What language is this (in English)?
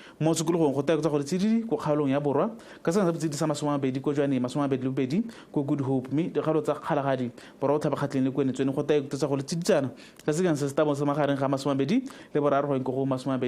Tswana